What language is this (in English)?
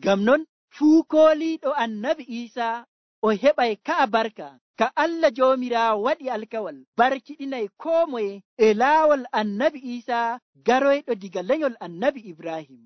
Nigerian Fulfulde